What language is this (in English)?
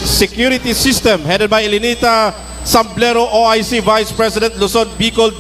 Bikol